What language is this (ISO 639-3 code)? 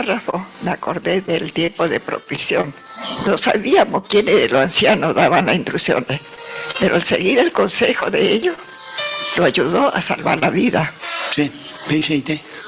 grn